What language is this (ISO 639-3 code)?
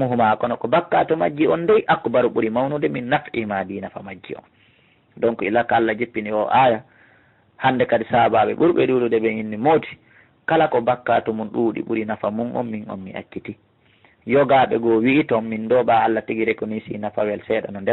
ful